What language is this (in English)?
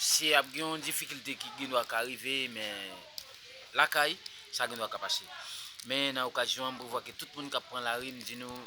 Haitian Creole